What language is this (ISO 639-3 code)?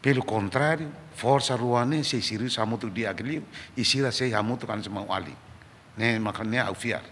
tet